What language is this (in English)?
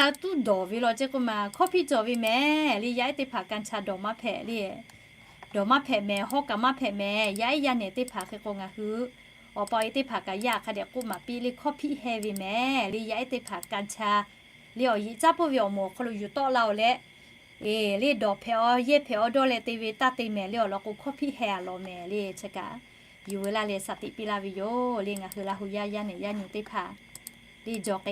Lahu